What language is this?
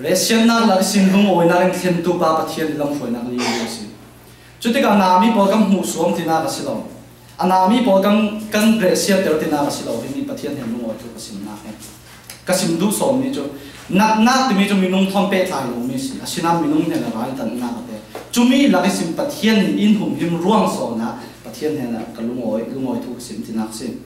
Falam Chin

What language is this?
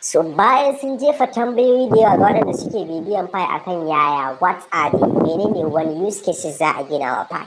Hausa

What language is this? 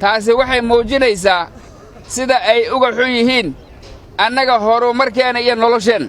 Somali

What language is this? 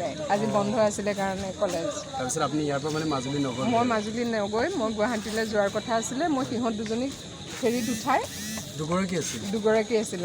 Assamese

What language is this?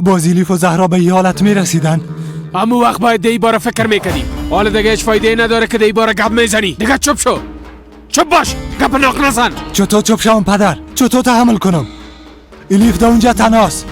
Persian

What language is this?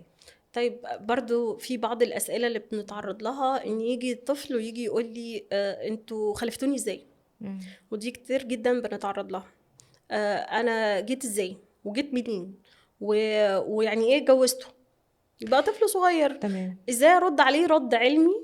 Egyptian Arabic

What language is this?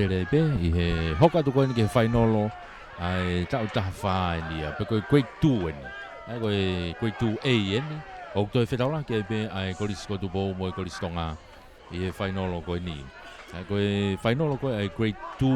Tongan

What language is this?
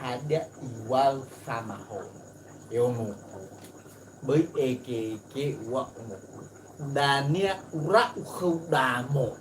Nias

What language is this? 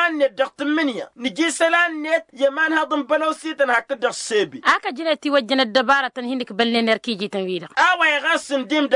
Tamasheq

